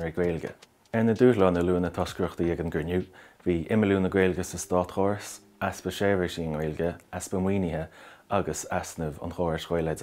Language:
Irish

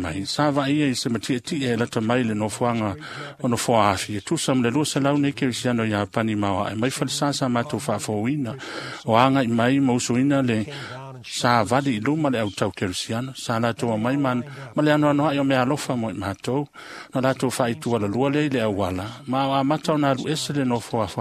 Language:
Samoan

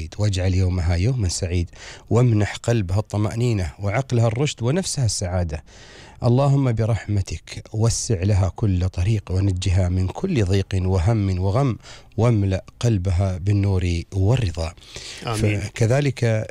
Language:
Gulf Arabic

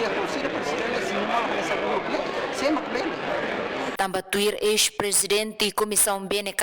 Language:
Tetum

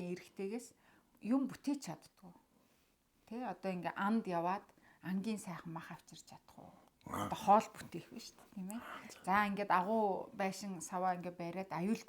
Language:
Mongolian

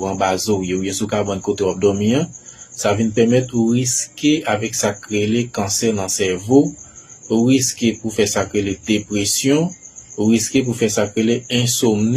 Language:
Haitian Creole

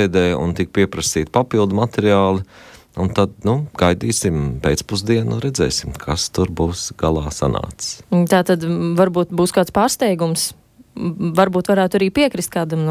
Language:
Latvian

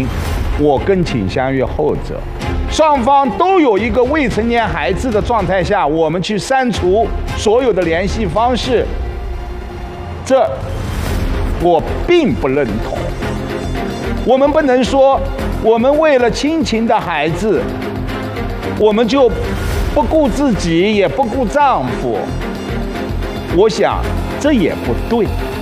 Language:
Chinese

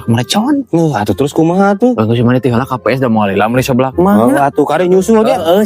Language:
Sundanese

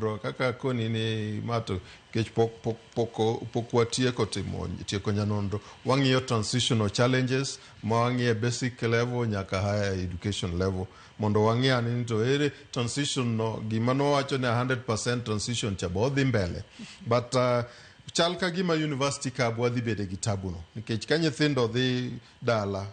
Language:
Luo (Kenya and Tanzania)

